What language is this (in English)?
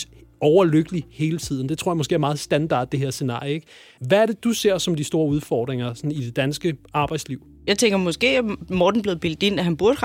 Danish